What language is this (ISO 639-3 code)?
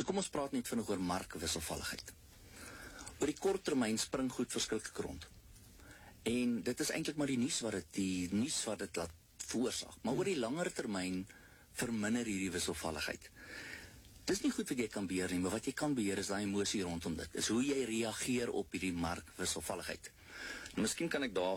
afr